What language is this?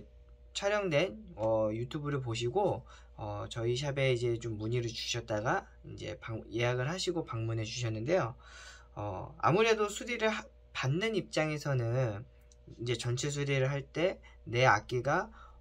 Korean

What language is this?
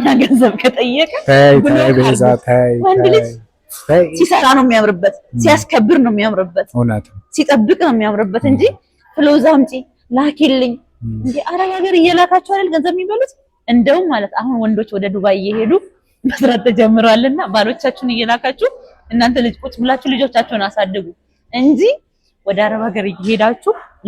Amharic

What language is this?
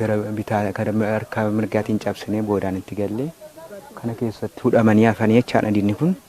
Oromo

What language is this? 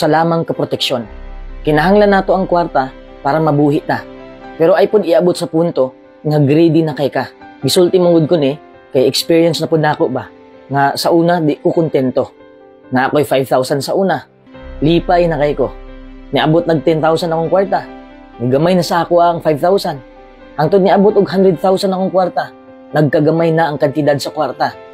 Cebuano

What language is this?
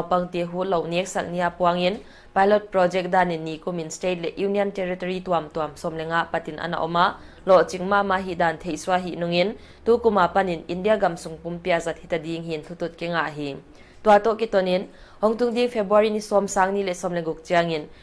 Paite Chin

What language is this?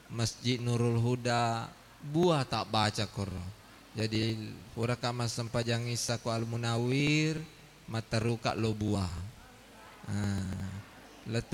Buginese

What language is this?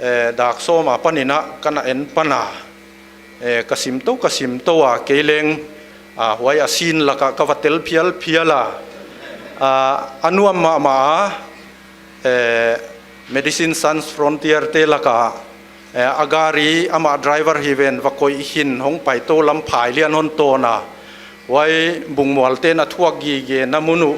Paite Chin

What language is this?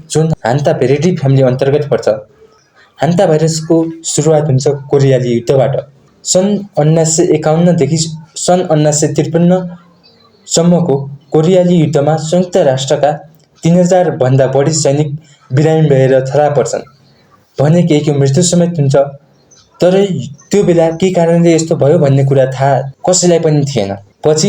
Nepali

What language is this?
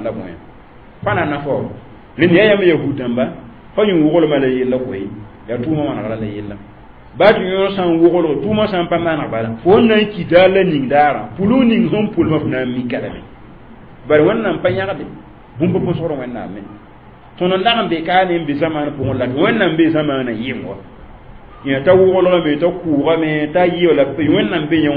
Mossi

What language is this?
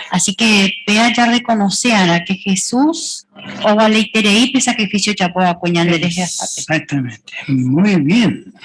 Guarani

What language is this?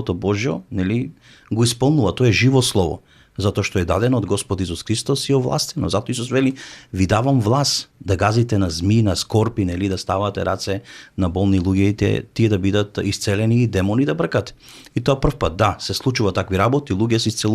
Macedonian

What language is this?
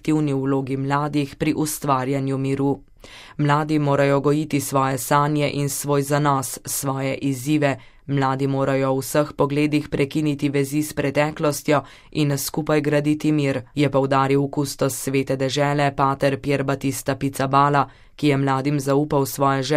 Slovenian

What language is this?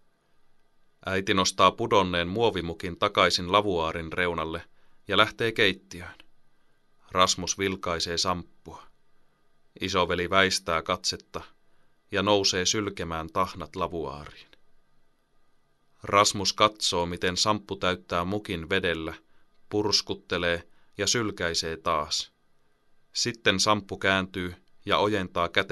Finnish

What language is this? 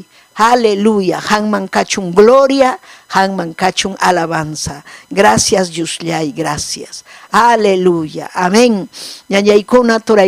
Ayacucho Quechua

